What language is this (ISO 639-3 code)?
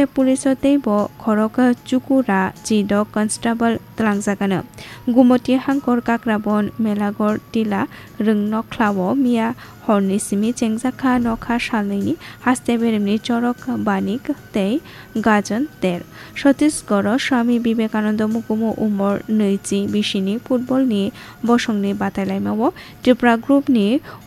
trp